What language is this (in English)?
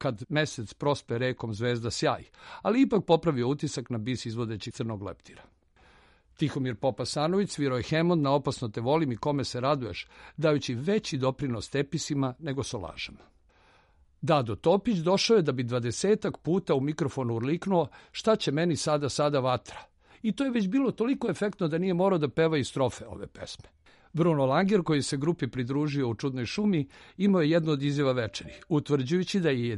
Serbian